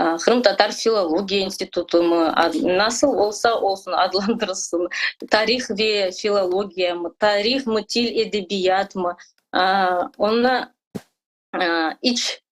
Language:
Crimean Tatar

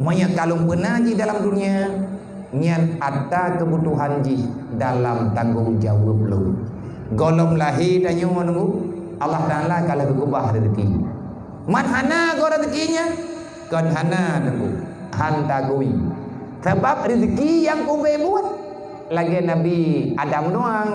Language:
Achinese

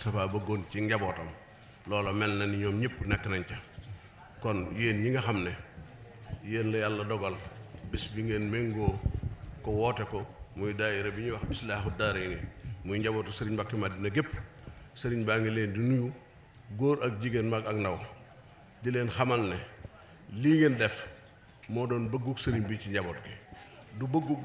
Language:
Wolof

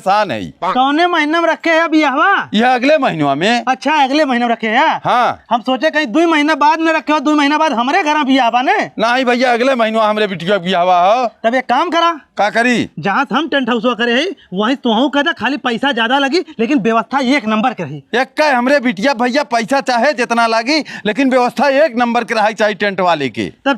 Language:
Bhojpuri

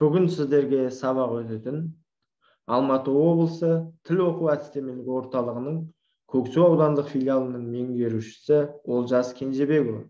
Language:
Kazakh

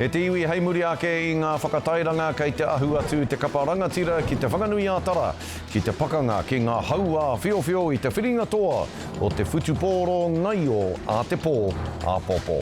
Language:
Māori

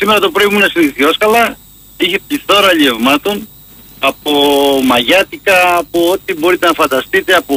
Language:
Greek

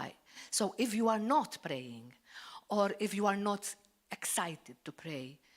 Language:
English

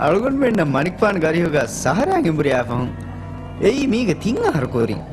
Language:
Divehi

